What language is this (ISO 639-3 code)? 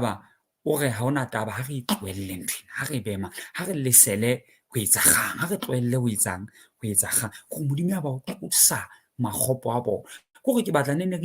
sot